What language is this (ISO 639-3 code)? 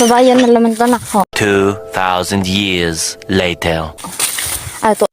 ceb